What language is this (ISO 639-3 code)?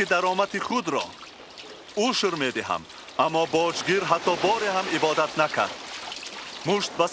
tgk